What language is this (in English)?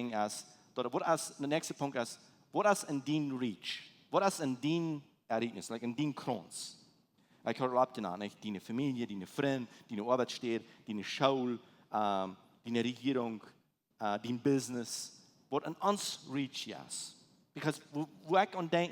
Plautdietsch